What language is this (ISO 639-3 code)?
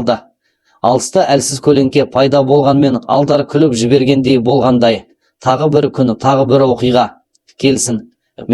kaz